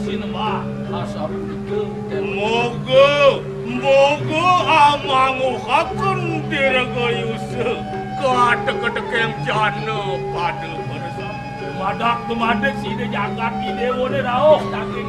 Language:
Balinese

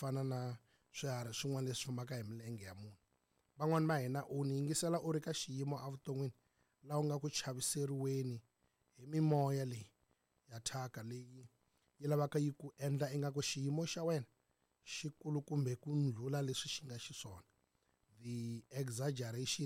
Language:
Tsonga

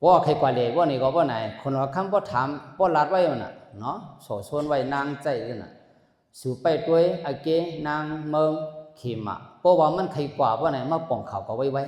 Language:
Shan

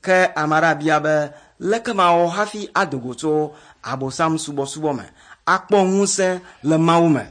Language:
Ewe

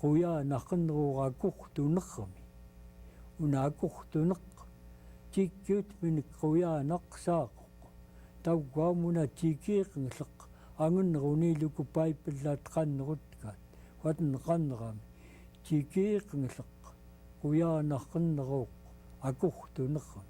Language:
Central Yupik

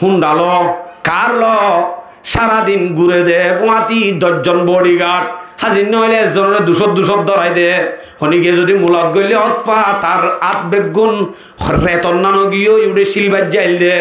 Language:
Rohingya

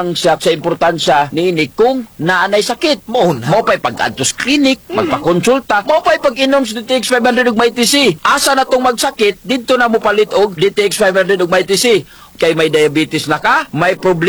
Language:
Cebuano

